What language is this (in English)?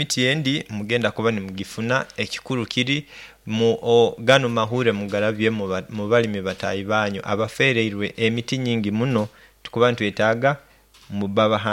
Nyankole